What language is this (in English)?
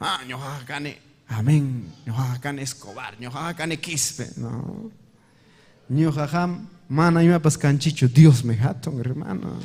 Ayacucho Quechua